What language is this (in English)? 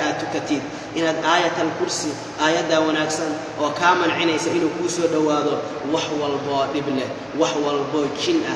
Somali